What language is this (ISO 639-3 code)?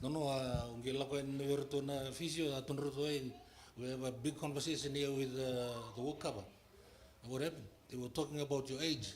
fij